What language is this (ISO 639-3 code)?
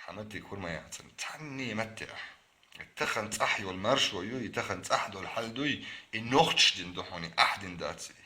che